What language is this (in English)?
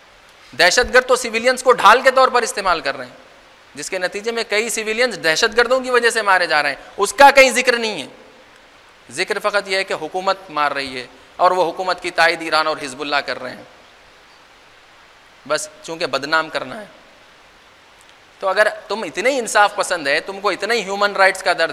Urdu